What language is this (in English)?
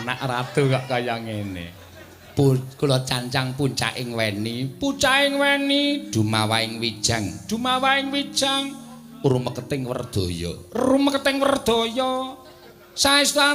Javanese